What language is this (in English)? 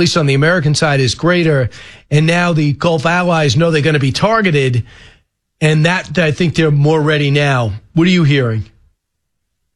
English